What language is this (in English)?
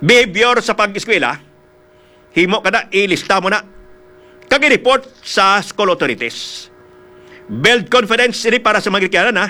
Hiligaynon